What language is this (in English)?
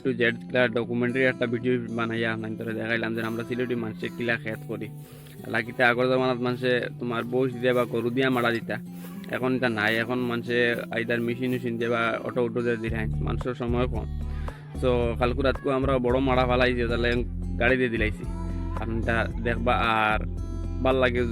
Sylheti